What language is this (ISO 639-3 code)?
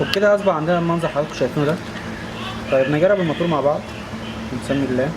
arz